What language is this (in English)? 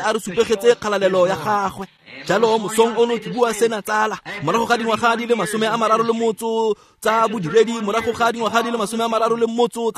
Tswana